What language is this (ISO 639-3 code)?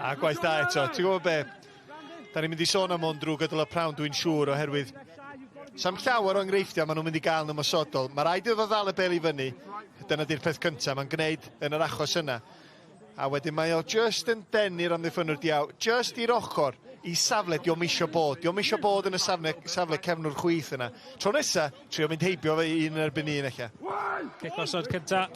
cym